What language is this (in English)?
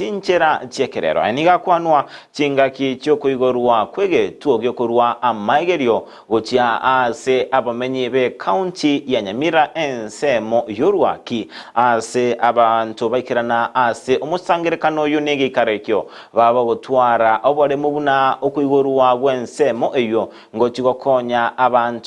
Gusii